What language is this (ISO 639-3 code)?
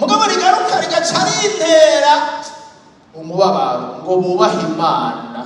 run